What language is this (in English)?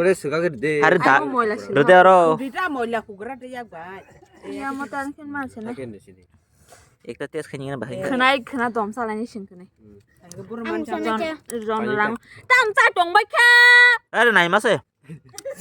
Kok Borok